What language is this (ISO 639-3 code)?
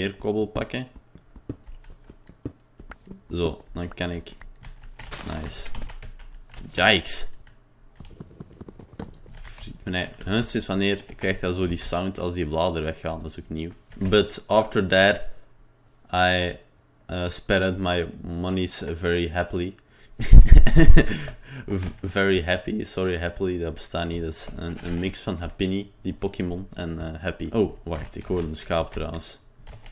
nld